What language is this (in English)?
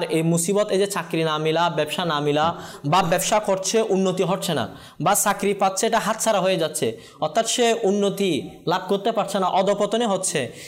Bangla